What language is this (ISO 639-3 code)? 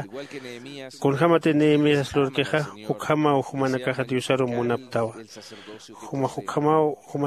aym